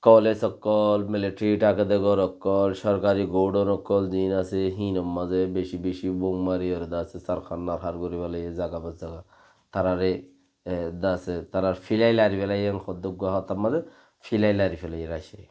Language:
Rohingya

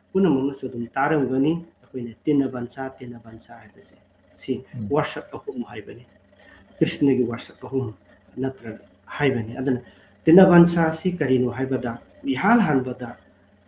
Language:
Manipuri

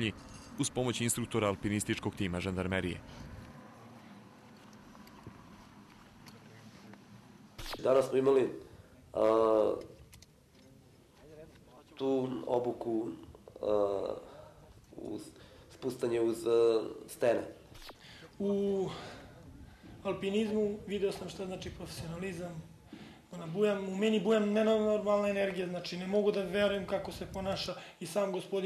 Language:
Serbian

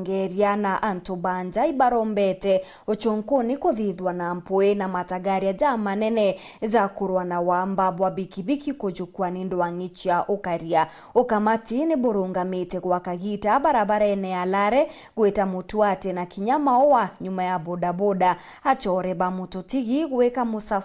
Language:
Meru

